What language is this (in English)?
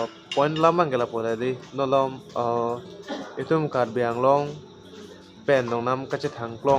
Karbi